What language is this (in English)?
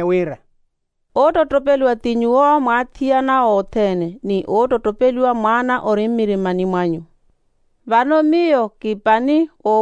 Makhuwa